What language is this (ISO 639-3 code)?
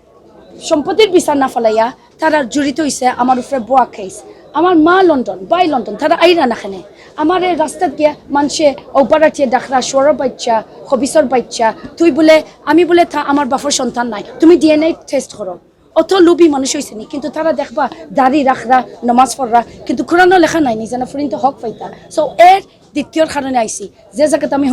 syl